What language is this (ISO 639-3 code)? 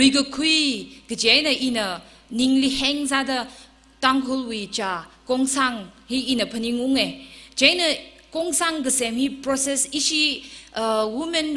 nmf